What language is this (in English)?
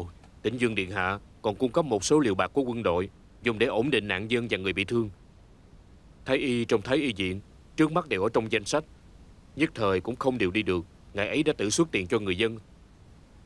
Vietnamese